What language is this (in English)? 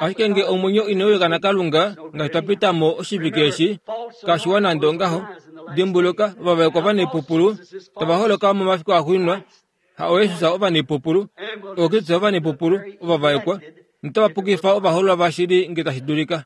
Kuanyama